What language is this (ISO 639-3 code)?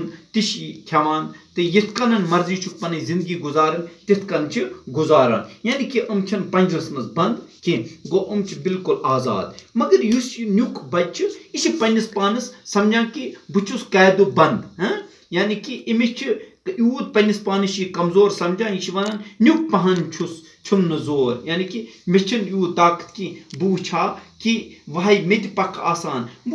kas